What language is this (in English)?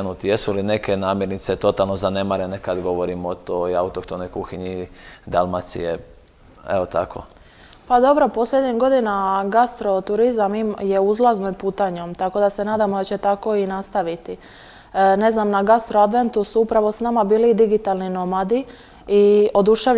Croatian